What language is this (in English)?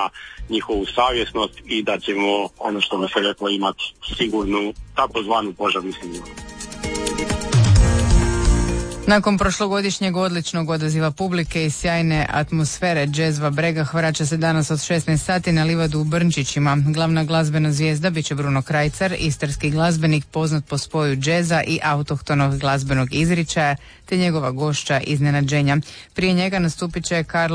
Croatian